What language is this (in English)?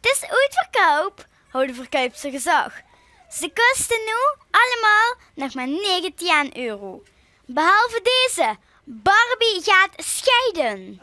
Limburgish